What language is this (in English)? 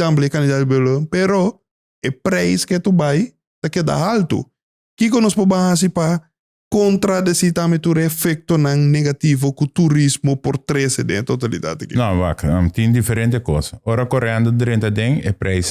Papiamento